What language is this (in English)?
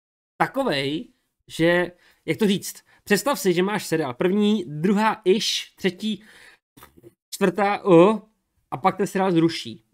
Czech